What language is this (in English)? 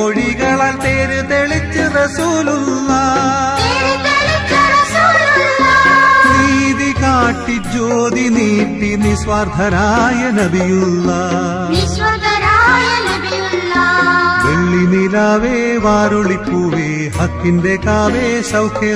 Malayalam